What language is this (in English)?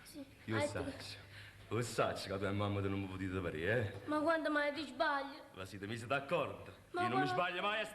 Neapolitan